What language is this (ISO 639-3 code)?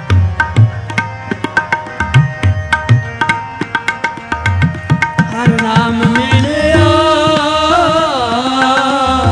pan